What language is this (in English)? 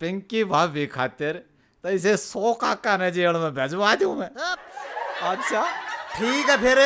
Haryanvi